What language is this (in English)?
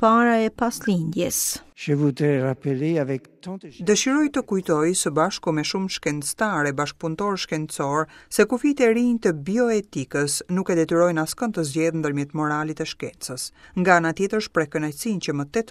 Albanian